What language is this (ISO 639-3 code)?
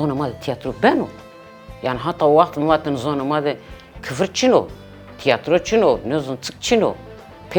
zza